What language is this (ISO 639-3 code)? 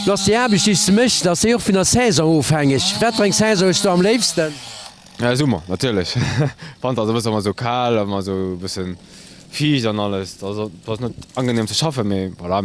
ltz